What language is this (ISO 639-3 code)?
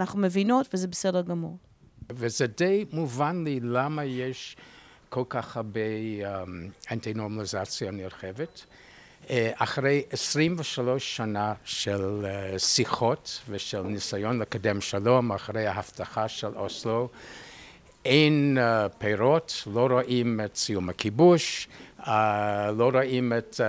heb